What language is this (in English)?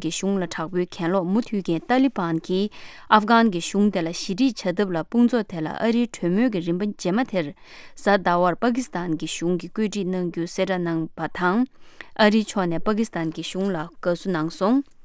Tibetan